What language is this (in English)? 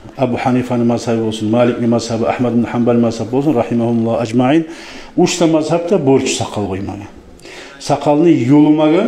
Kumyk